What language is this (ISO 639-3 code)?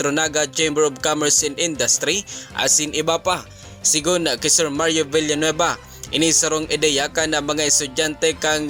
bik